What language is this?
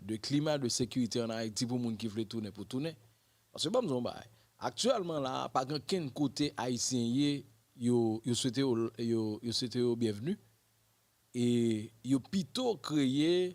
Haitian Creole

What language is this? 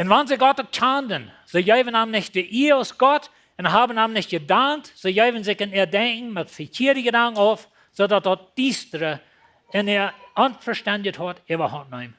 Plautdietsch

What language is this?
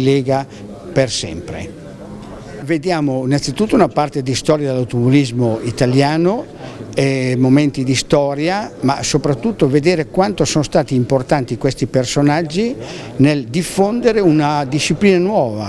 Italian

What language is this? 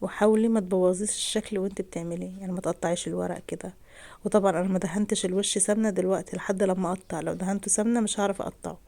Egyptian Arabic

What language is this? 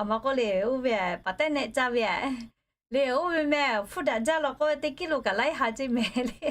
Lahu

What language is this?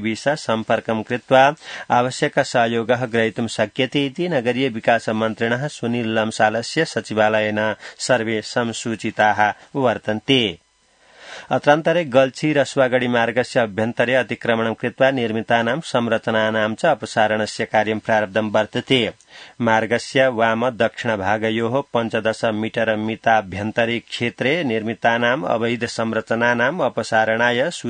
Sanskrit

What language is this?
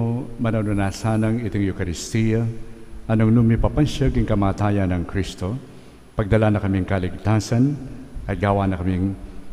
Pampanga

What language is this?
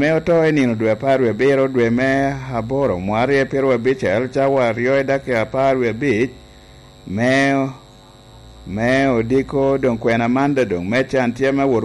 Lango (Uganda)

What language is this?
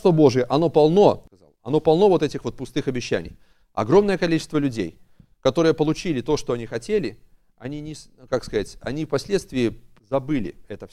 Russian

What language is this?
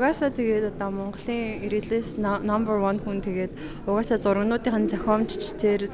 Mongolian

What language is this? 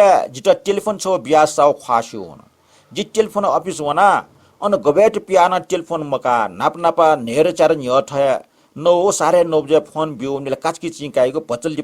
Newari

